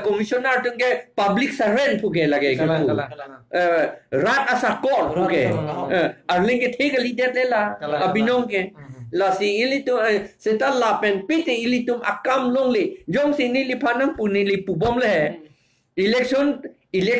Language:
Karbi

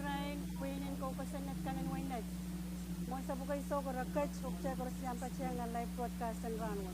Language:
Pohnpeian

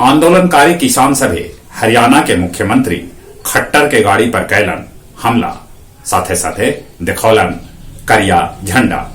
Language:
Magahi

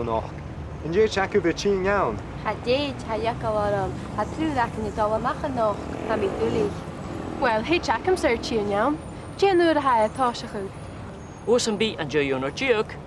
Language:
Scottish Gaelic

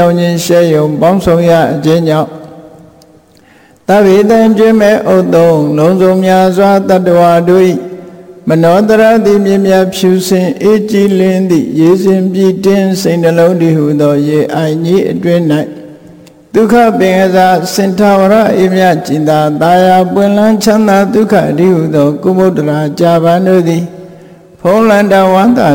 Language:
Burmese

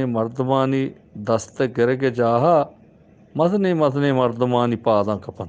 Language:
Eastern Balochi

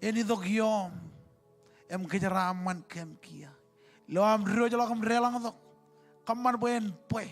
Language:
Marshallese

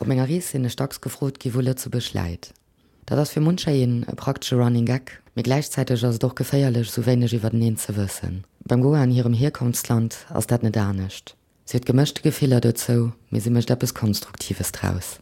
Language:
Luxembourgish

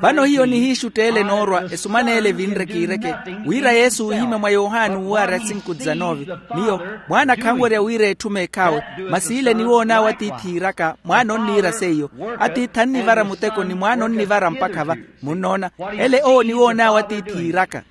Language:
Makhuwa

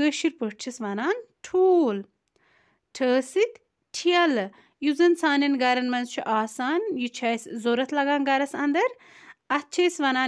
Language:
Kashmiri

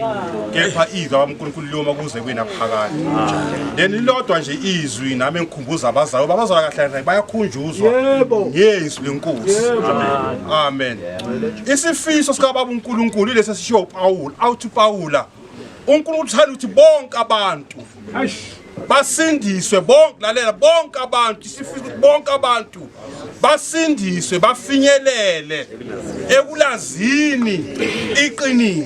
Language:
Zulu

